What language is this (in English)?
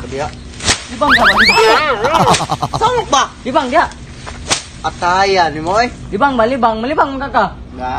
Cebuano